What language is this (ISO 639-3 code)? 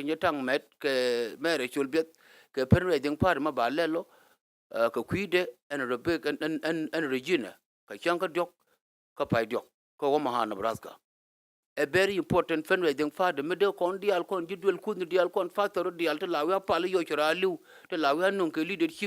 nus